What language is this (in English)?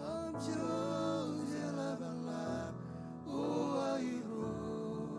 Marshallese